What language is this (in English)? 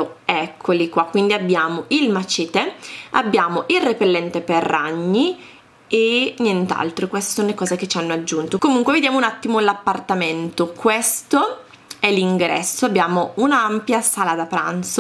Italian